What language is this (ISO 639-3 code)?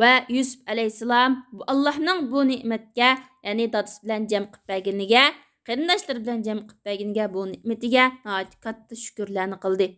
uig